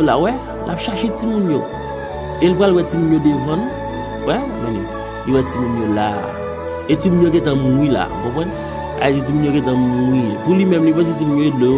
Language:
Haitian Creole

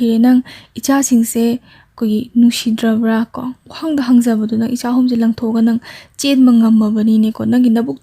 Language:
Manipuri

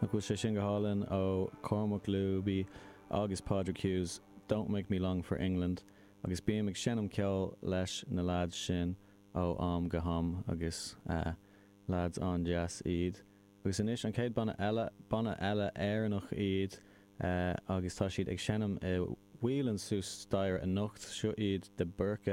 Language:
Irish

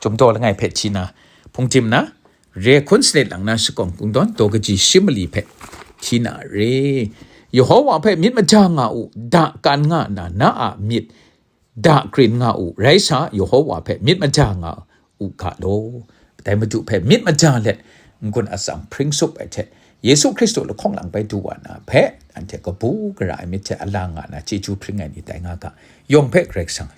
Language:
Kachin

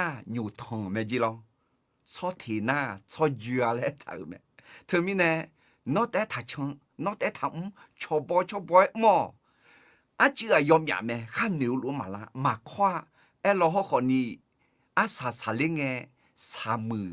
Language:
Akha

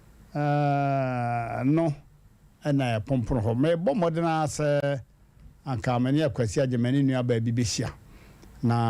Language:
Akan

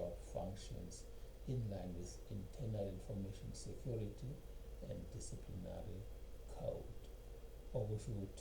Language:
Zulu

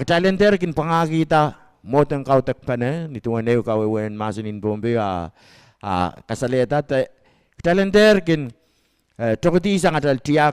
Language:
Pohnpeian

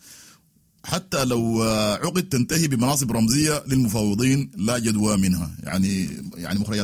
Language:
Sudanese Arabic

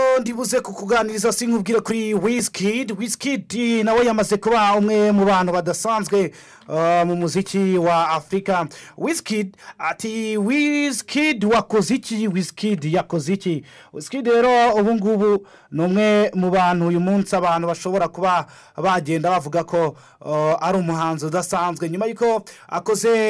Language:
Kinyarwanda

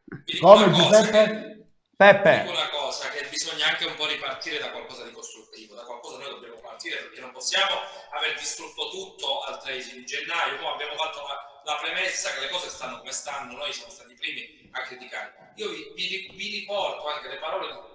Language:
Italian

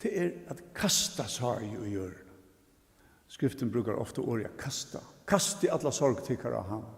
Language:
Faroese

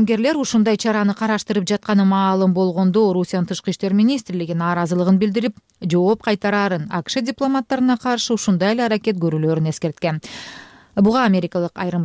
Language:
Kyrgyz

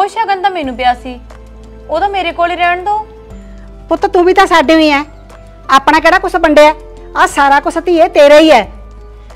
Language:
Punjabi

